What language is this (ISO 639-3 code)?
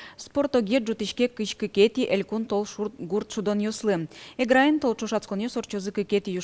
udm